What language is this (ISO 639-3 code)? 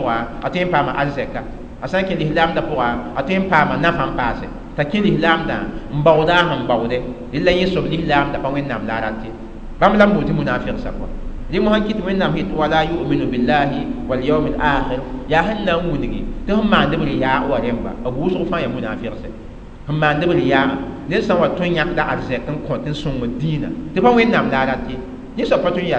mos